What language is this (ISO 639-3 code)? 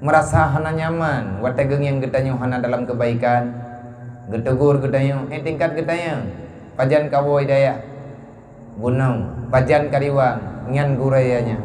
ace